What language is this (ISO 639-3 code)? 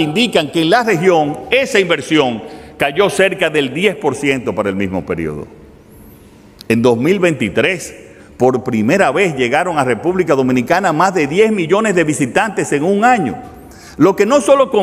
spa